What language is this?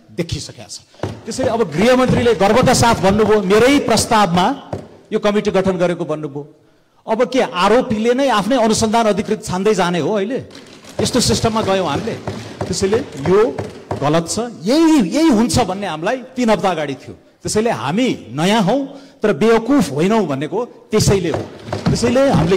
Nepali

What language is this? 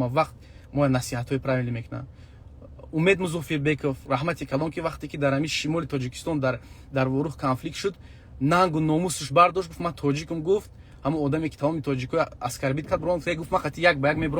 Tajik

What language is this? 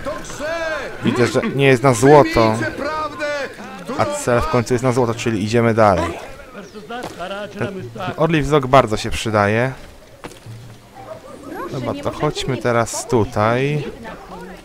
Polish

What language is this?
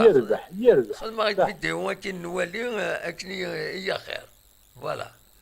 Kabyle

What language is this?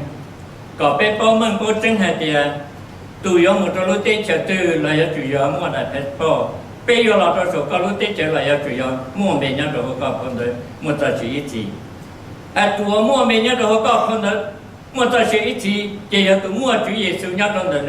Hmong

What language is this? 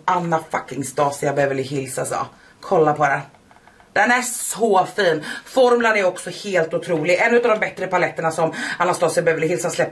Swedish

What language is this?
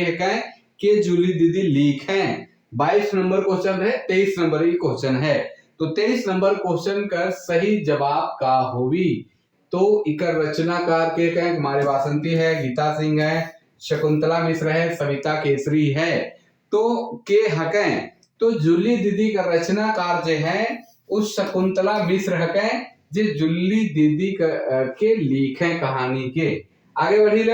Sadri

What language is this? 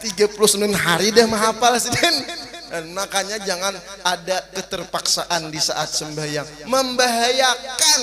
Banjar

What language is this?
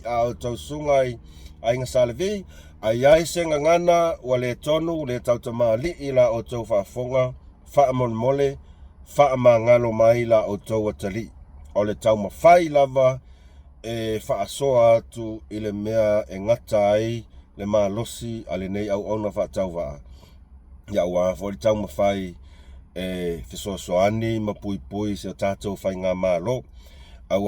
Samoan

